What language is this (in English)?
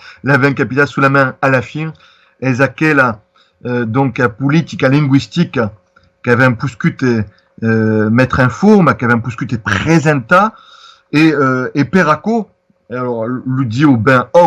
Occitan